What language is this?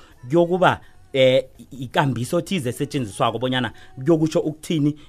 South Ndebele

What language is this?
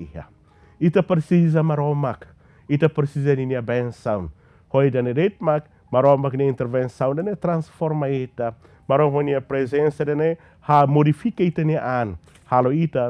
Tetum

